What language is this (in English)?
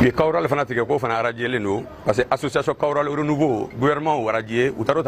Bambara